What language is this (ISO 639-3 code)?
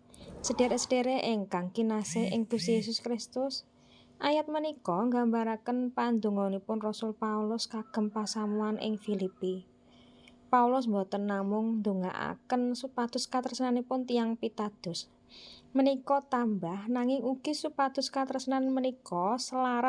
jav